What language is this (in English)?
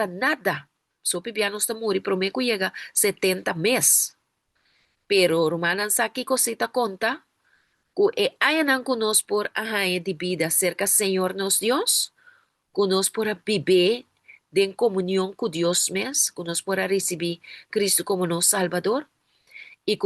Papiamento